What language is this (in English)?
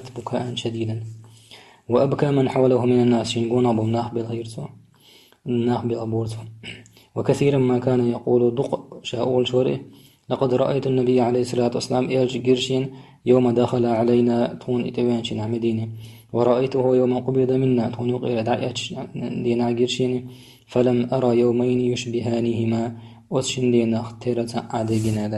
Chechen